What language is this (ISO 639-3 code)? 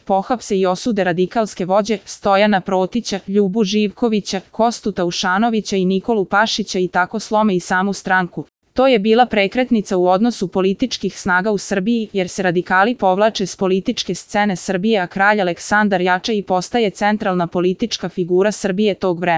srp